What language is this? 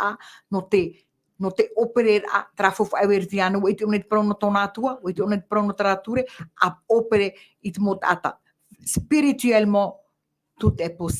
Tahitian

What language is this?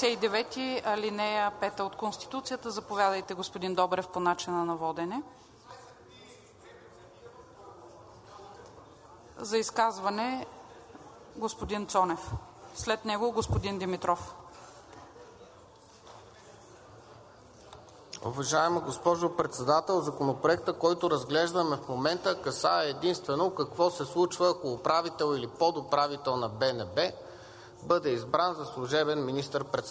Bulgarian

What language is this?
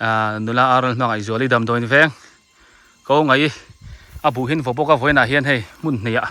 Biete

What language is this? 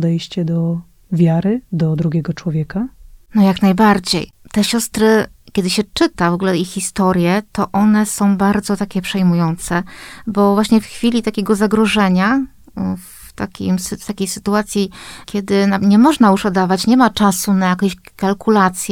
Polish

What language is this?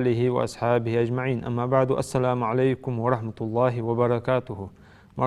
Ingush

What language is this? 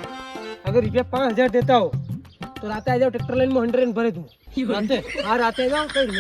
Rajasthani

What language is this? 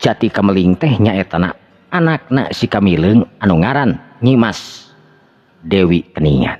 Sundanese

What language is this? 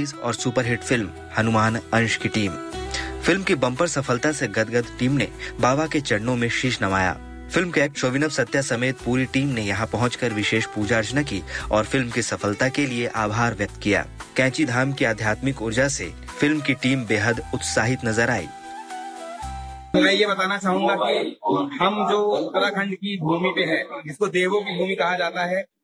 Hindi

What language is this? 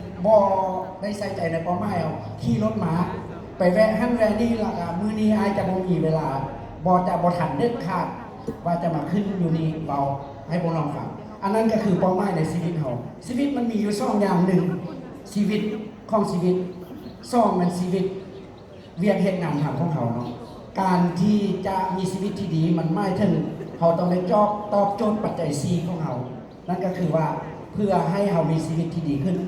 Lao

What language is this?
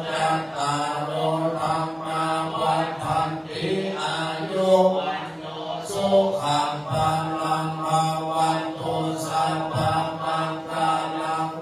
Pali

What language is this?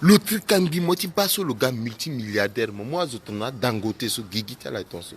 Sango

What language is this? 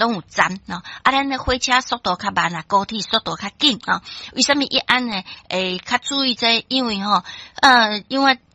Min Nan Chinese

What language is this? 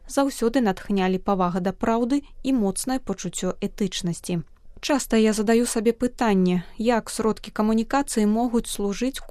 Belarusian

